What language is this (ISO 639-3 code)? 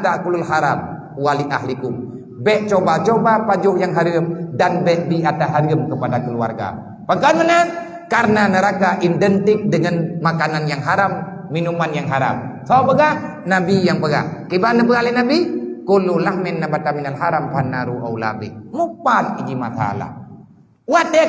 ace